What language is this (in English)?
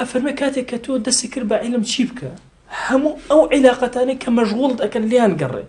Central Kurdish